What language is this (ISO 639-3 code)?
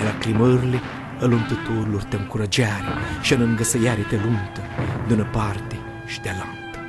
rup